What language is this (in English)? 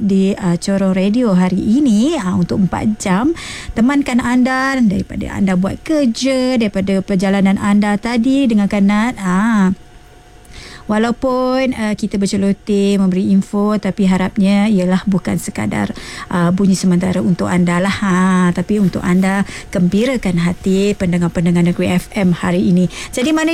Malay